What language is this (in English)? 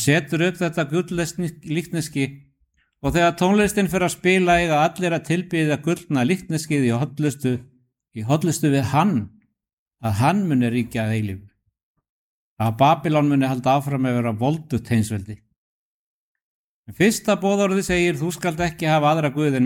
Icelandic